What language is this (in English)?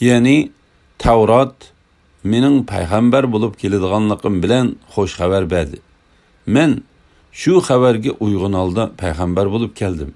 Uyghur